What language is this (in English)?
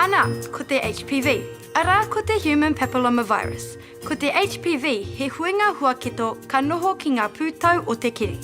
Māori